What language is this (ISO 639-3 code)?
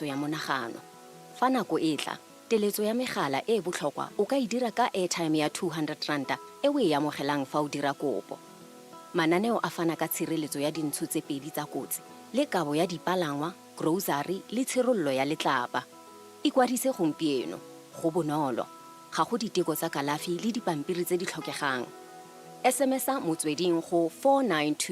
tsn